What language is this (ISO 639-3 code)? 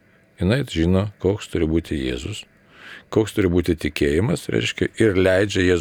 lit